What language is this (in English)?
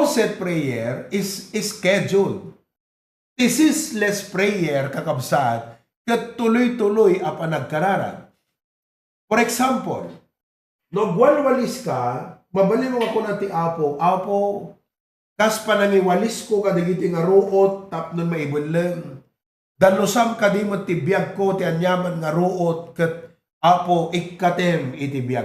Iloko